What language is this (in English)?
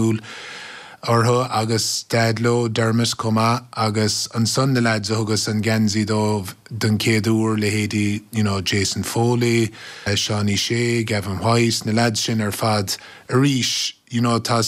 Irish